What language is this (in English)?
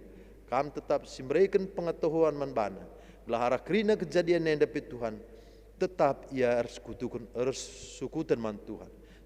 Batak Karo